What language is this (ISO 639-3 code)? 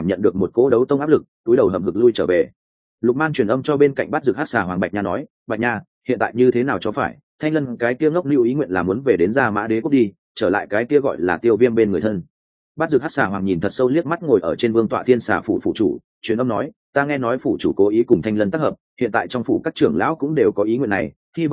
vie